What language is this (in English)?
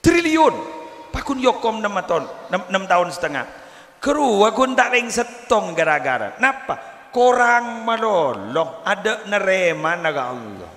Madurese